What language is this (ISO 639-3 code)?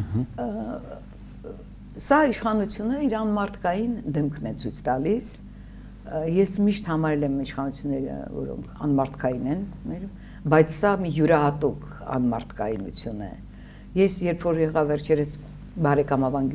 hye